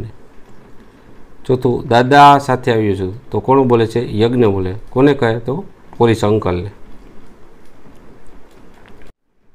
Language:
Gujarati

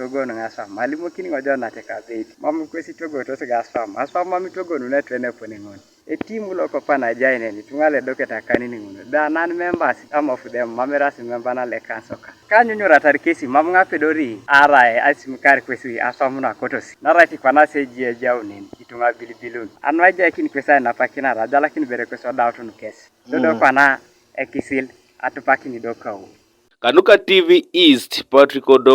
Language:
Teso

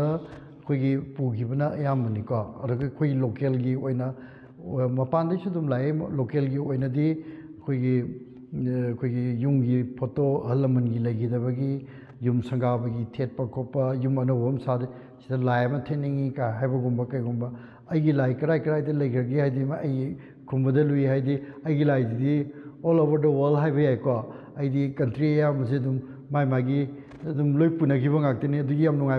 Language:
Manipuri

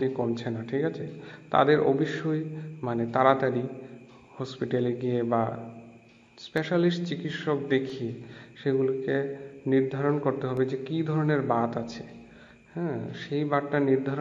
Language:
Bangla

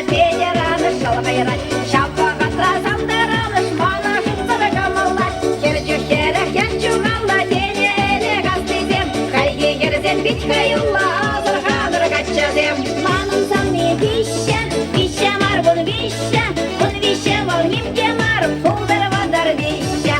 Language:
Chuvash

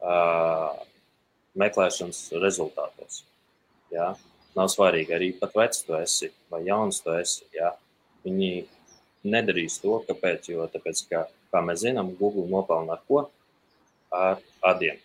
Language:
Latvian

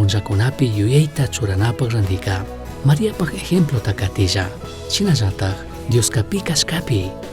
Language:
Chimborazo Highland Quichua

